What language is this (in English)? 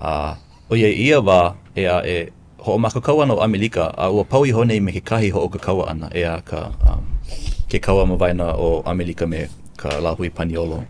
Hawaiian